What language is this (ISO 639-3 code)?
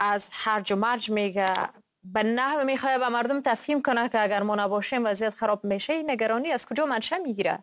fas